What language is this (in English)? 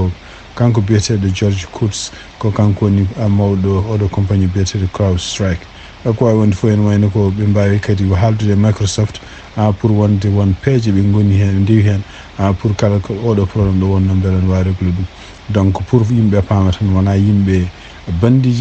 Fula